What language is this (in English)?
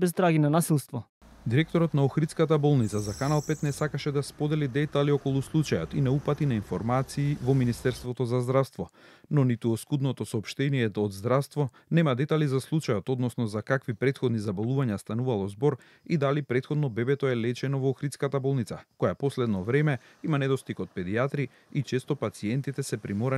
Macedonian